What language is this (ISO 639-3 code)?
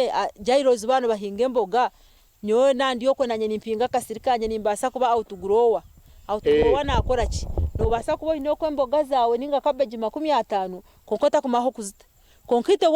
nyn